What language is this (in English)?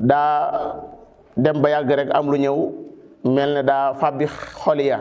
Wolof